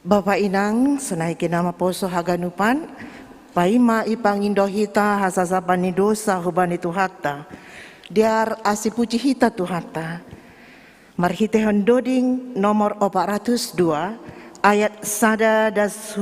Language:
Batak Simalungun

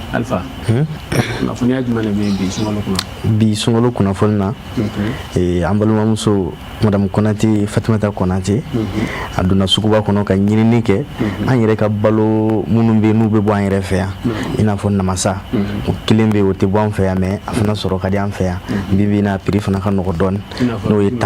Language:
Bambara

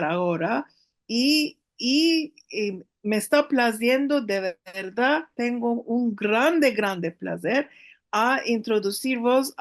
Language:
Ladino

